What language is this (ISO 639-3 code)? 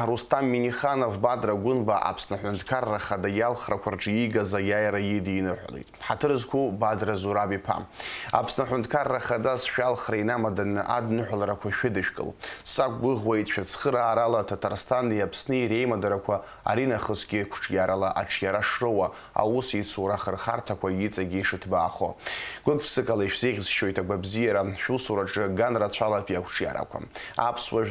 abk